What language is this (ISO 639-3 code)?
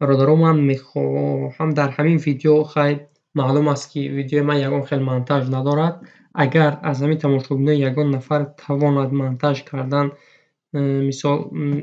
tgk